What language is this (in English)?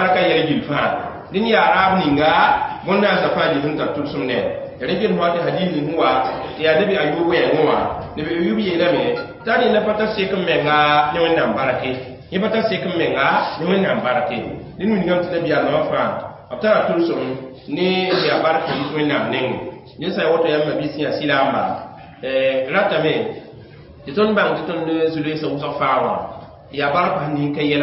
Mossi